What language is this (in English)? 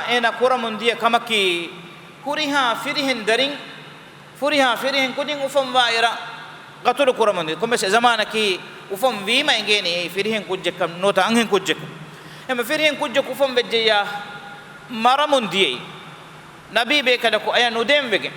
Divehi